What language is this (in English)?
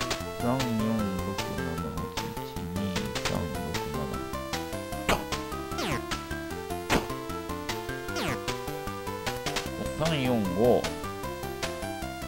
Japanese